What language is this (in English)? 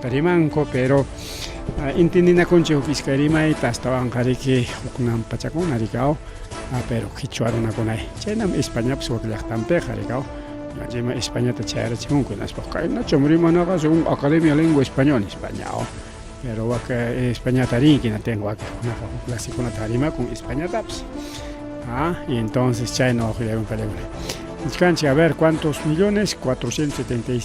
Ayacucho Quechua